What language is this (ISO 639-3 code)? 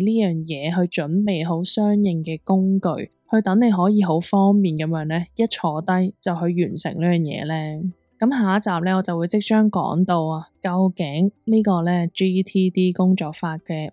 yue